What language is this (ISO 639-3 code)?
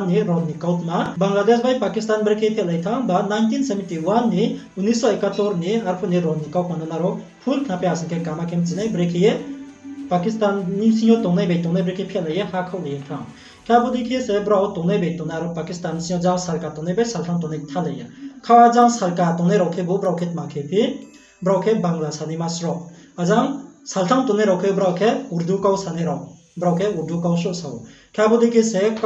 ria